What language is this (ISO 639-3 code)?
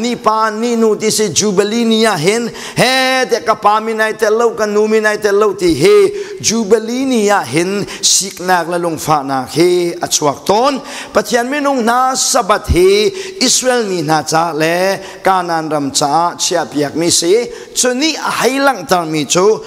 cnh